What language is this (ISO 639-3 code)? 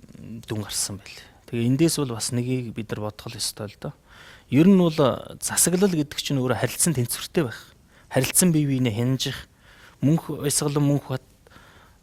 mon